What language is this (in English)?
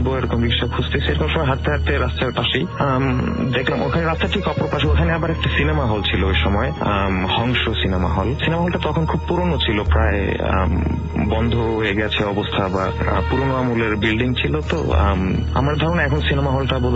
Bangla